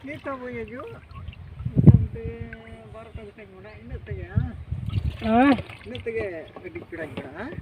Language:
Santali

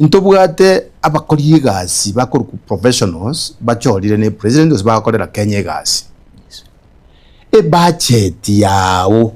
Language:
Gusii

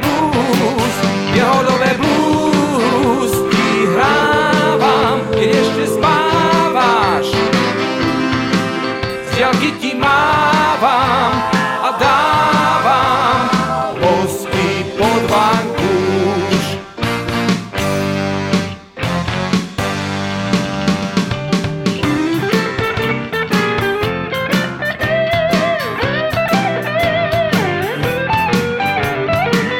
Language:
Slovak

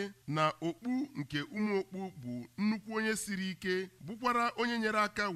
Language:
Igbo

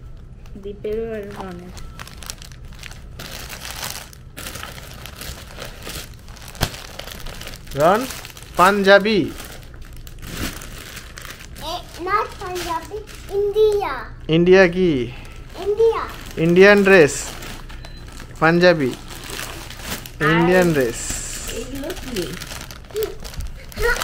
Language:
Bangla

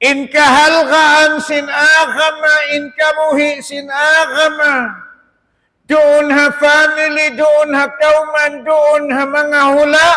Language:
Tausug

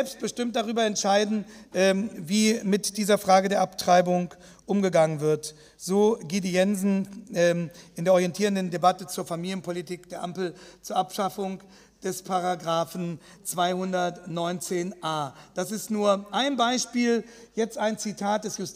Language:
German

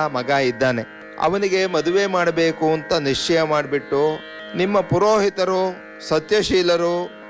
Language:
Kannada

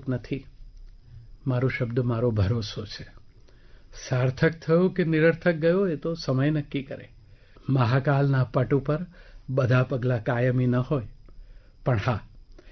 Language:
Gujarati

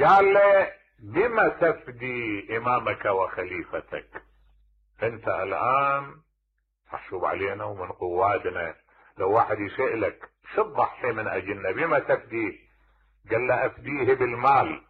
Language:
Mesopotamian Arabic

